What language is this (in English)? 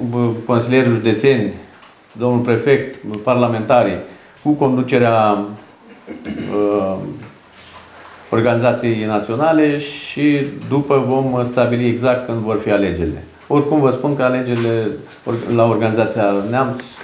Romanian